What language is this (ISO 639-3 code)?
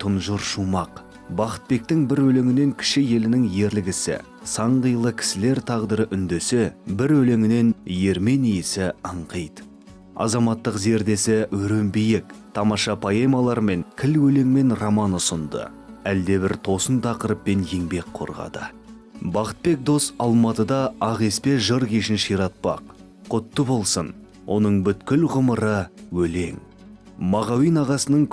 kaz